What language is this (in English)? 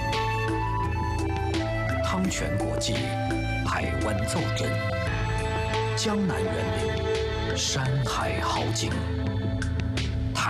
Chinese